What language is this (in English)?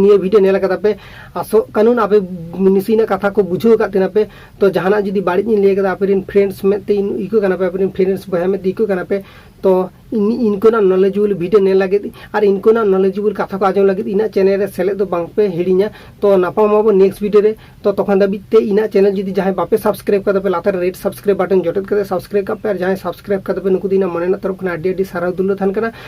Santali